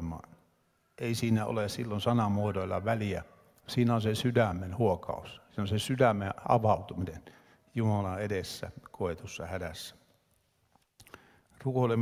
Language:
Finnish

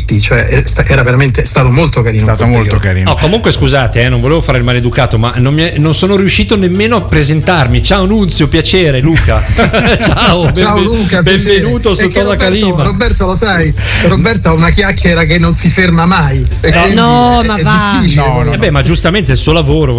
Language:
Italian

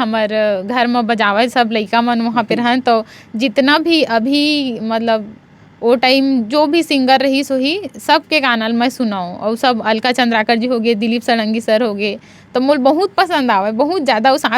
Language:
Chhattisgarhi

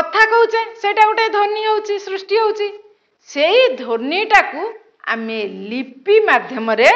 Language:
Odia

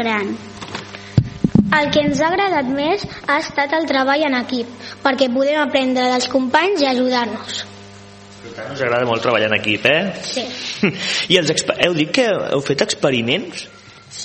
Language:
Catalan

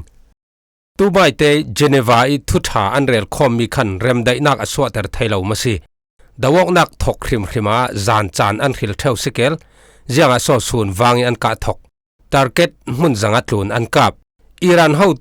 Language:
Falam Chin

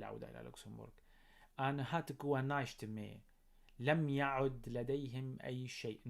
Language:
North Levantine Arabic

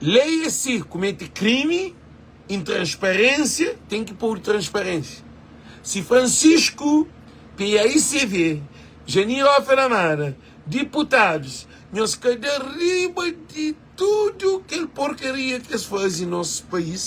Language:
Kabuverdianu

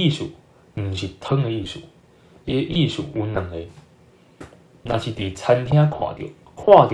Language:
Min Nan Chinese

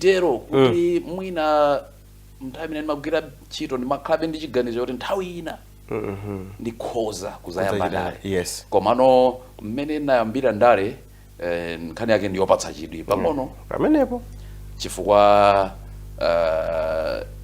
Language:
Nyanja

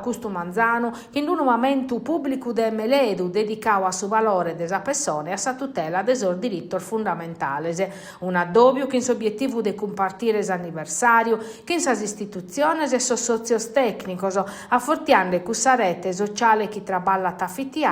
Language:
Sardinian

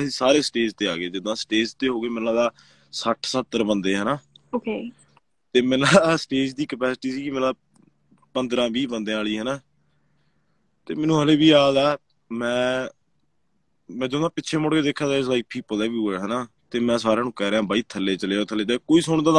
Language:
Punjabi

